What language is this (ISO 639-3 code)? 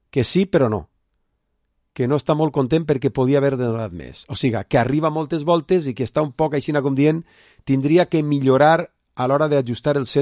cat